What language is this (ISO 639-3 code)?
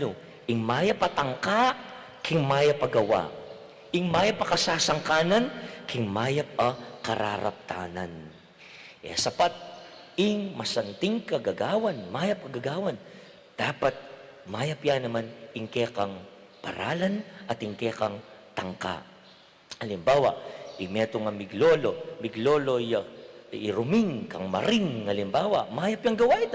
pam